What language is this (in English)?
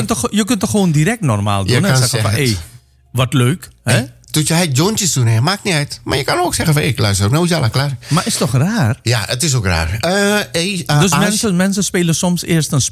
Dutch